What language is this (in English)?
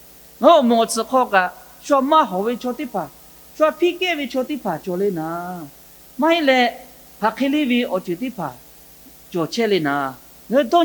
Lahu